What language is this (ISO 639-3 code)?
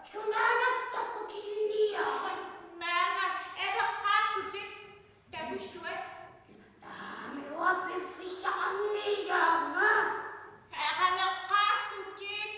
kal